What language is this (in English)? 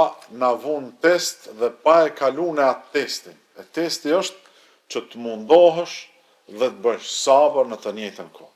Albanian